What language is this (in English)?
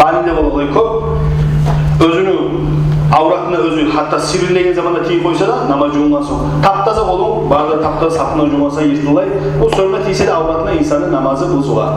Kumyk